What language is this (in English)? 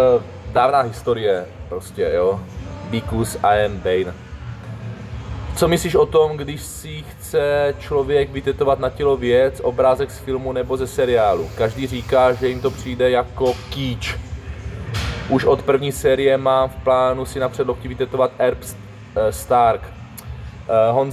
Czech